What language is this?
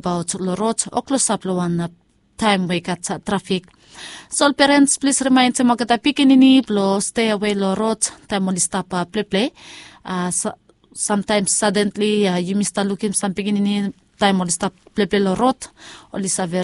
Bislama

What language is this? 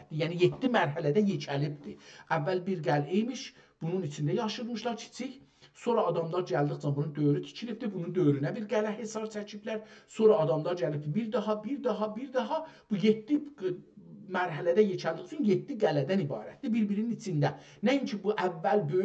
South Azerbaijani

